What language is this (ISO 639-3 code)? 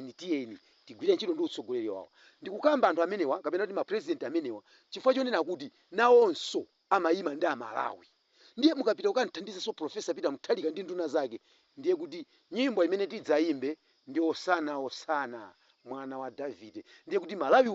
nya